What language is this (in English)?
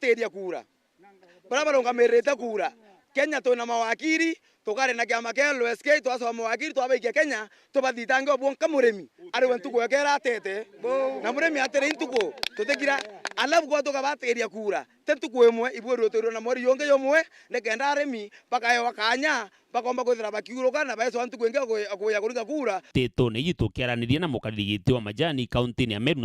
Meru